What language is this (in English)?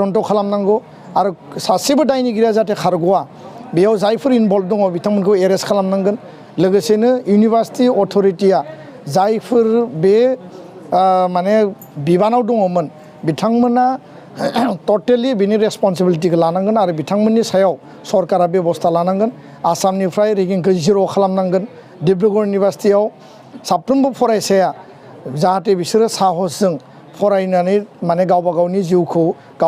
Bodo